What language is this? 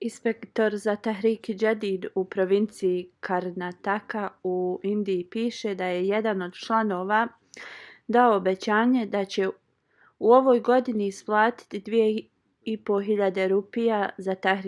Bosnian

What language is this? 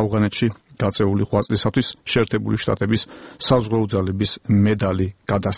Georgian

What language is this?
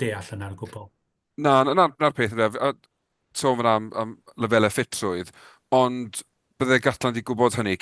Welsh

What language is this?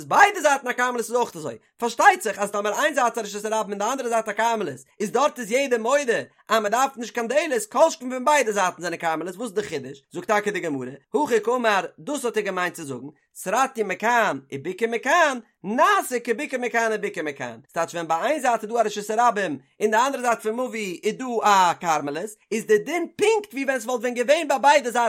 Yiddish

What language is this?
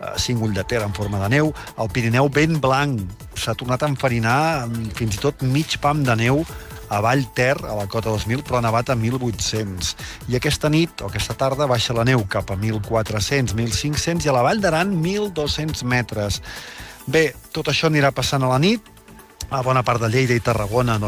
Catalan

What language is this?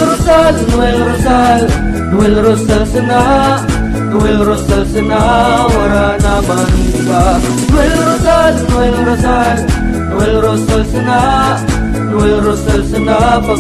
Bikol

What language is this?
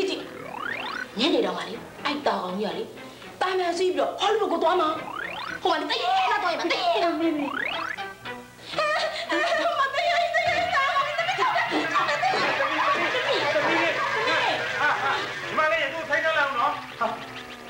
Burmese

